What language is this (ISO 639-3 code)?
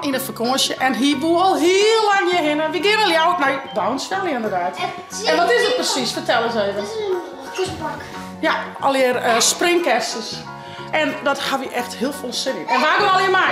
fry